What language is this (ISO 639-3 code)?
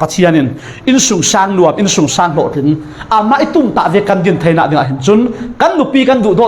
cfm